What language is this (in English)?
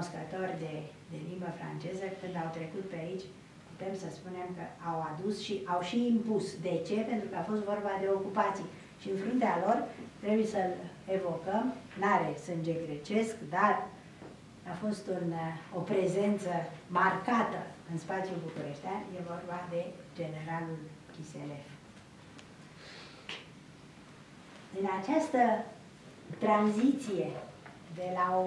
Romanian